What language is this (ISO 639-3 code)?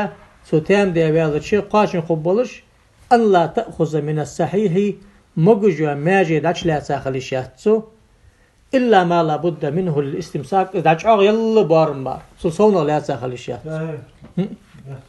inh